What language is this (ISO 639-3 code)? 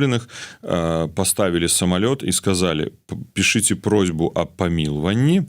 bel